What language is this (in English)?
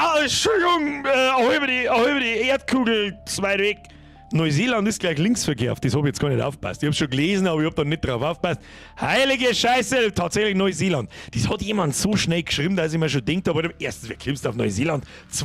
Bavarian